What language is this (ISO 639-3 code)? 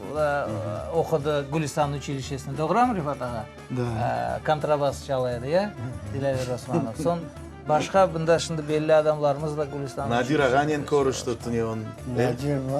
crh